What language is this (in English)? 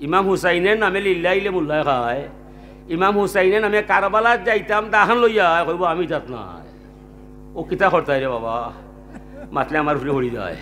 Sylheti